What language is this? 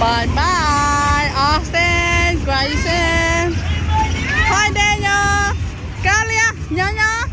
Hmong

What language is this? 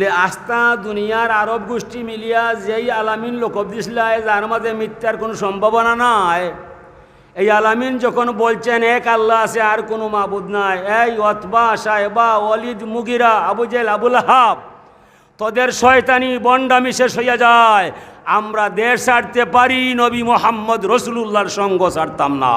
Sylheti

